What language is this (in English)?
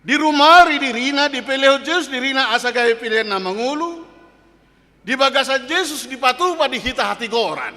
Batak Toba